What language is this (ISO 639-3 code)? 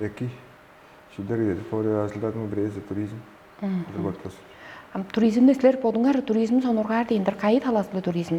tyv